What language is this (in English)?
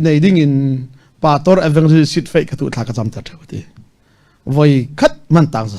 Falam Chin